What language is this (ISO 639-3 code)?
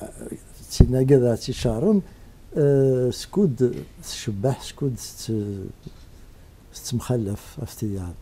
kab